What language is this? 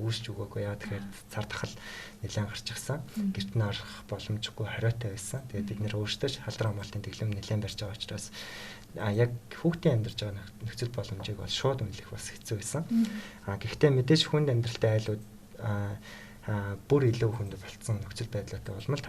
Mongolian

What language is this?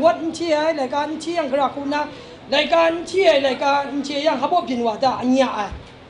Kachin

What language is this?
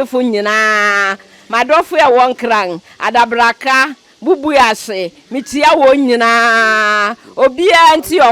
Akan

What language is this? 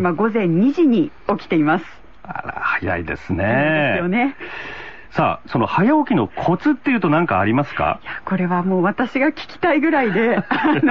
Japanese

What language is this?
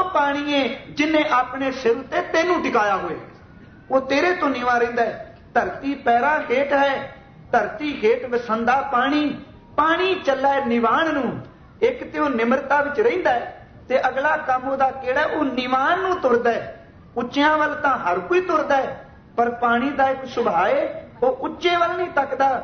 Punjabi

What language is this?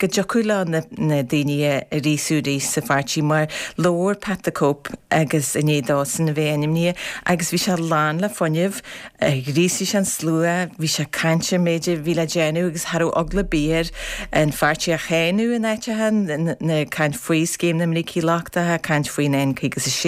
Irish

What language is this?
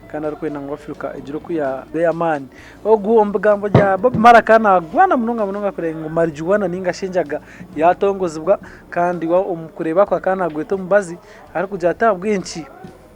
Nyankole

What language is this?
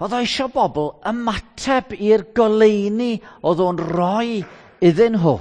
Welsh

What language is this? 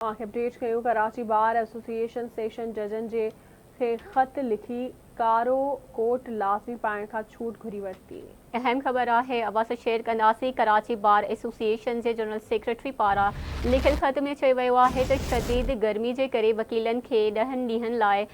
Sindhi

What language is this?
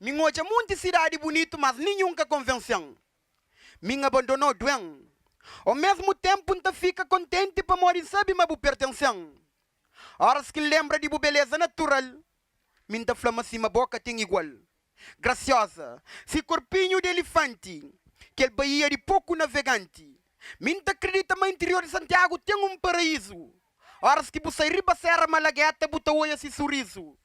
Kabuverdianu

